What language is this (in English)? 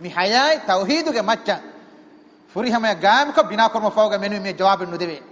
Divehi